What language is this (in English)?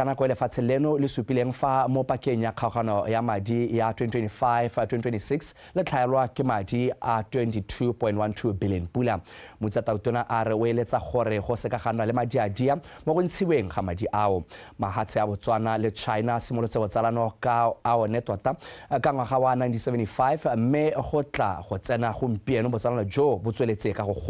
Tswana